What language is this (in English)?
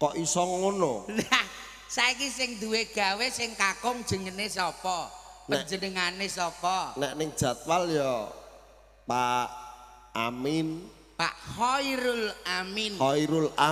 Javanese